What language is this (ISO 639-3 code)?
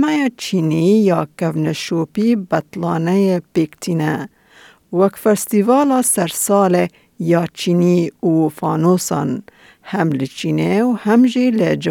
kur